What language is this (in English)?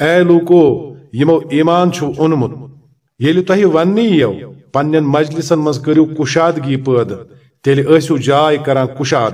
Kashmiri